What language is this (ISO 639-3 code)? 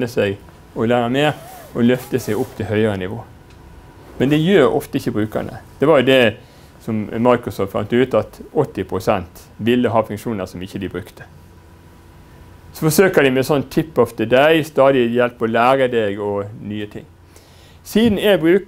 nor